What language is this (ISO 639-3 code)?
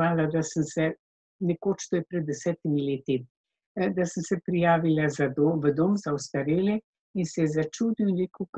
slv